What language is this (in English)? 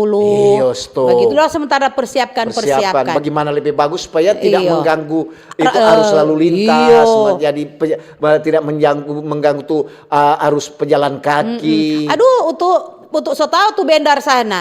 Manado Malay